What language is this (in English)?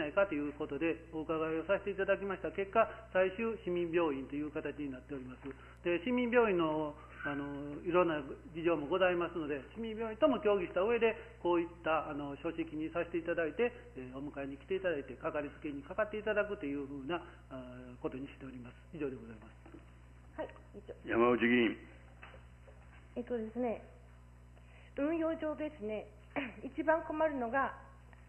Japanese